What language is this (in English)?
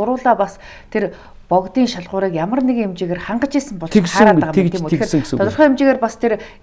Mongolian